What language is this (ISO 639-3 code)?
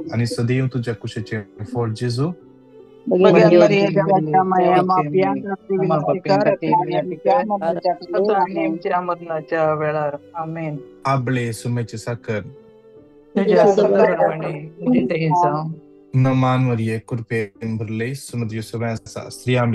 kok